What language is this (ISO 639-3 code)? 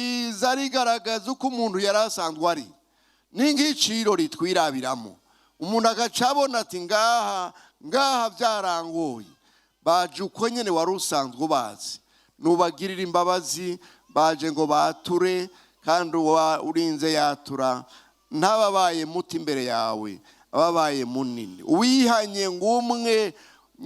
run